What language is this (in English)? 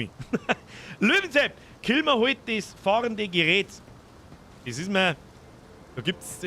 Bavarian